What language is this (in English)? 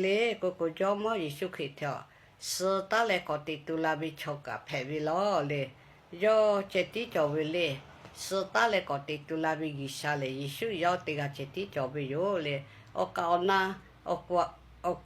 Lahu